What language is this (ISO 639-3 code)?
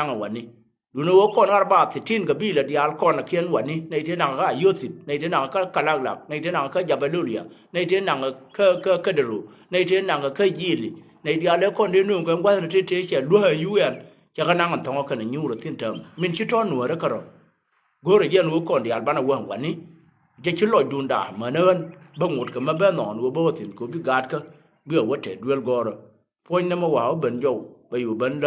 nus